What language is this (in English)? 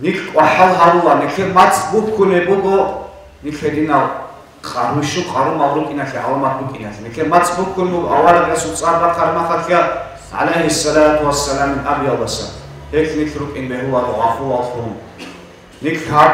Avaric